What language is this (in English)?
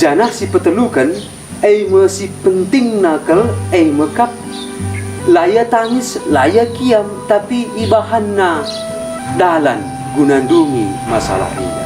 Batak Karo